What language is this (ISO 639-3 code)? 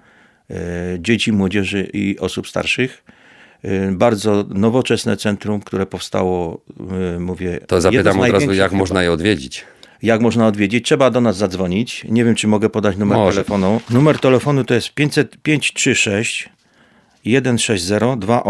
pol